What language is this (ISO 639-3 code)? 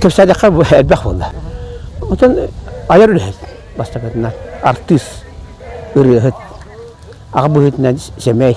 sah